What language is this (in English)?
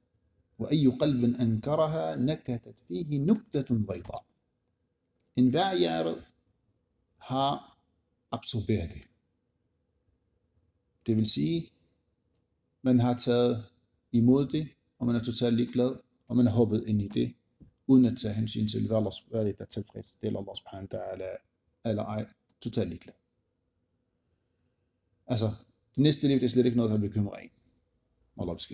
Danish